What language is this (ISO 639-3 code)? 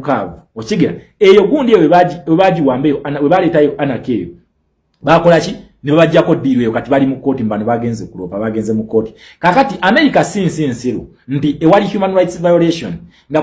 lug